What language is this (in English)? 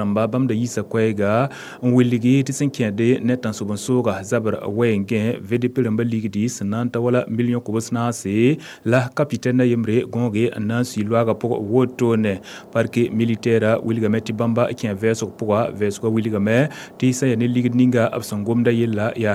Mossi